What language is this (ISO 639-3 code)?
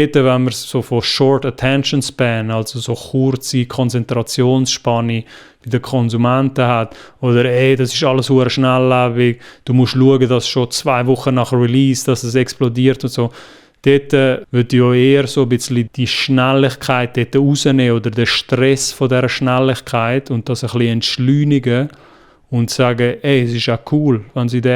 gsw